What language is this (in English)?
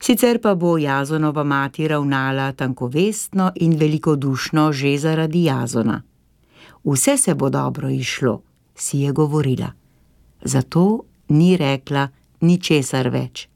Slovenian